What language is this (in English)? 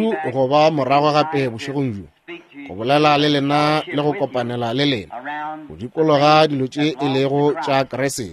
Northern Sotho